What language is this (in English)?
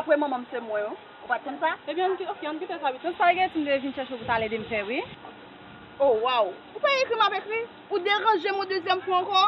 Haitian Creole